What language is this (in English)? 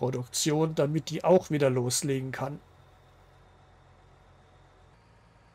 German